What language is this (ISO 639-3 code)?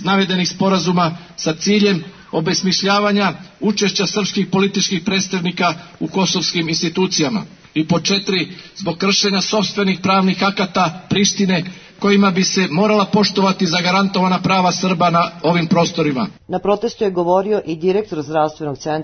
srp